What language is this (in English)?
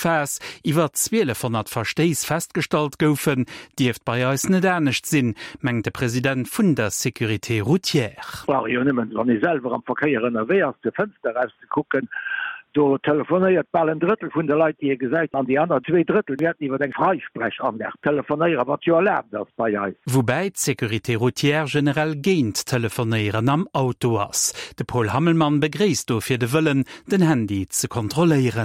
Luxembourgish